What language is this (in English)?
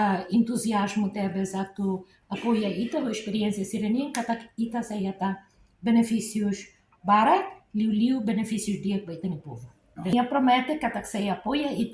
Tetum